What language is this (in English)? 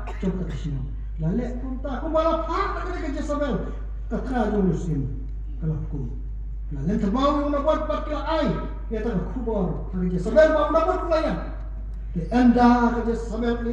Khasi